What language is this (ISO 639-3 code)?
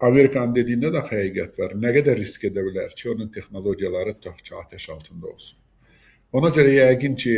aze